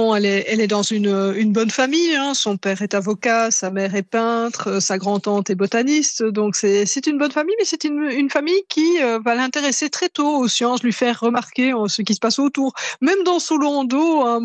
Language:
French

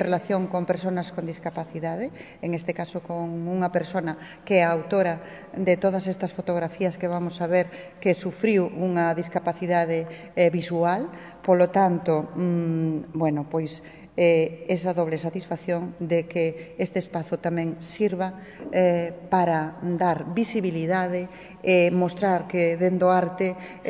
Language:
Galician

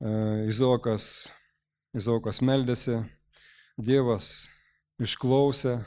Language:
Lithuanian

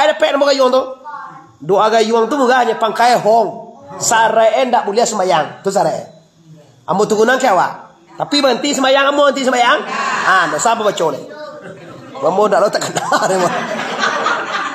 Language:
Minangkabau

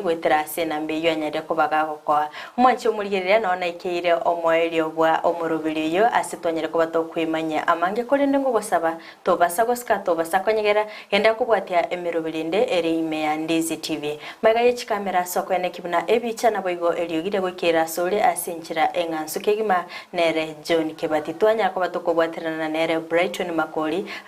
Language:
Gusii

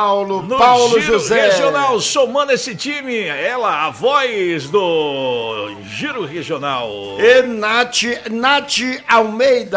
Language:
Portuguese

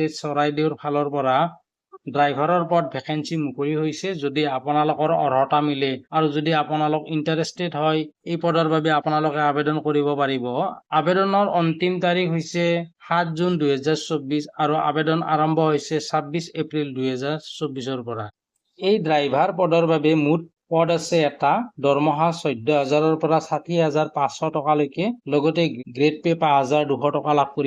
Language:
Assamese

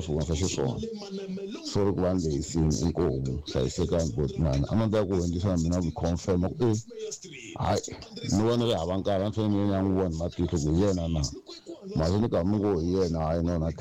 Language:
Tsonga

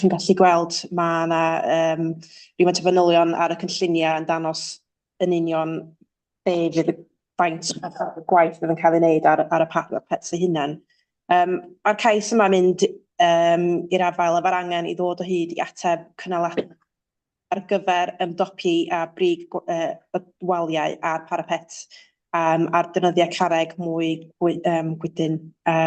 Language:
Welsh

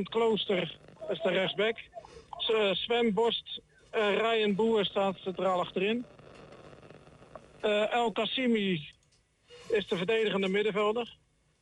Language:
Dutch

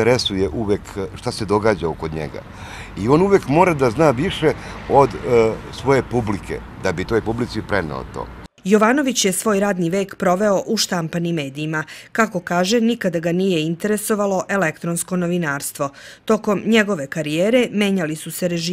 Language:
Serbian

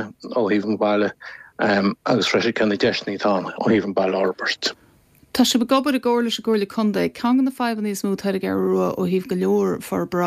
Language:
Irish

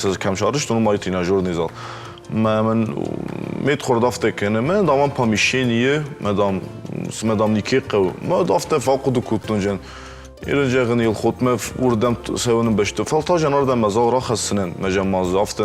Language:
Ossetic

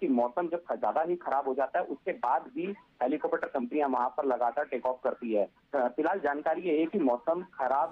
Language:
Hindi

